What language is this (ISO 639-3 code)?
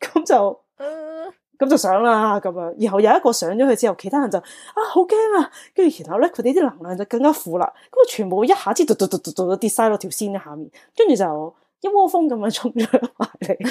yue